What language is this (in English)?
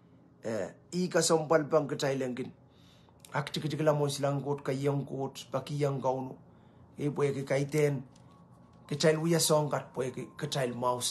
Pohnpeian